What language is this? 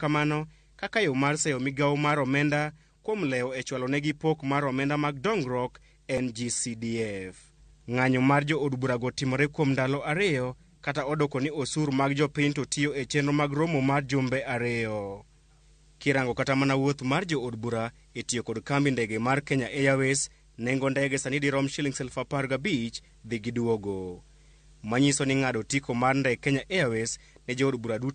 Luo (Kenya and Tanzania)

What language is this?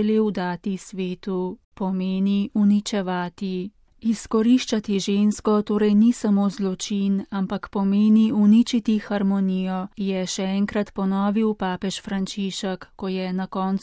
Slovenian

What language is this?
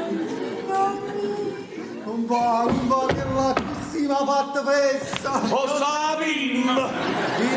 Neapolitan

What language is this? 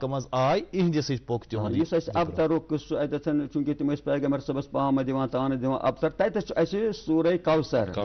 Kashmiri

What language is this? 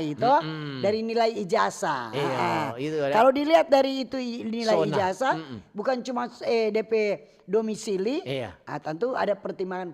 Manado Malay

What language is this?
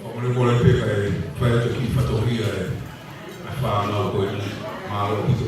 Tongan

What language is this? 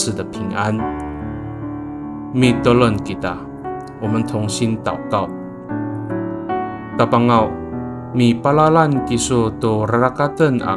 Amis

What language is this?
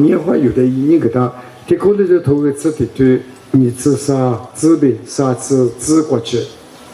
Lisu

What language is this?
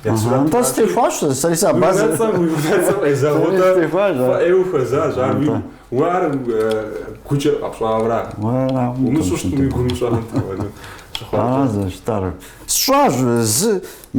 Kabardian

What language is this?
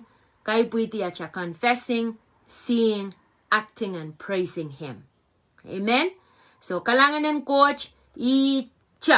Pohnpeian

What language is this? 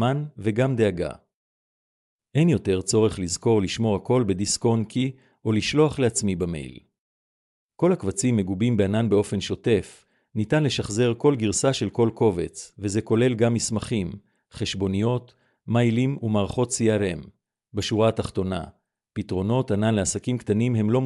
Hebrew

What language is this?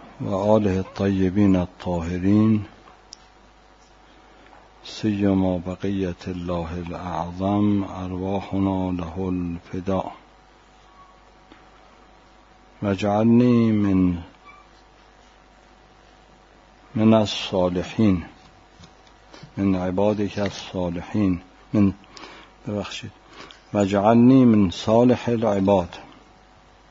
Persian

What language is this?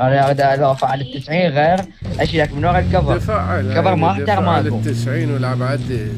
Mesopotamian Arabic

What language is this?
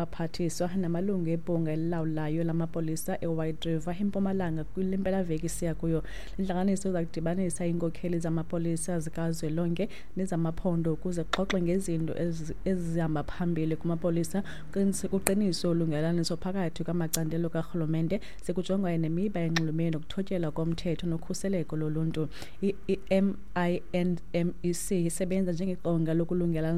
Xhosa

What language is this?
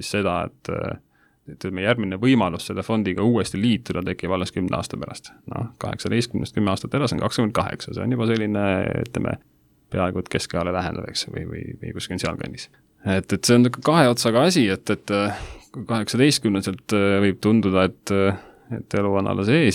Estonian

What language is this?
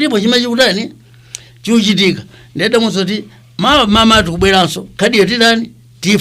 Nyanja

